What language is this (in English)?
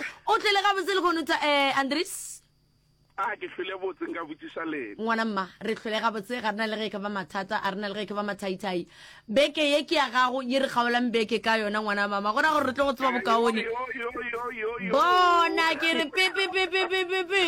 Northern Sotho